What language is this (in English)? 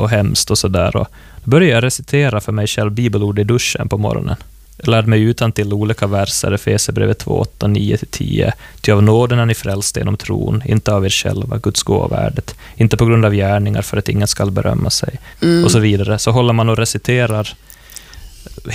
Swedish